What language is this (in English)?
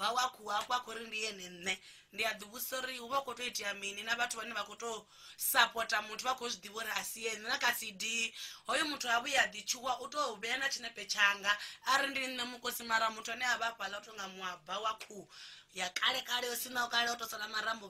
Venda